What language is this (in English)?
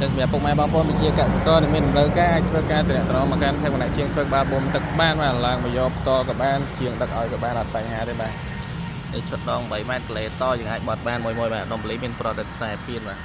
Khmer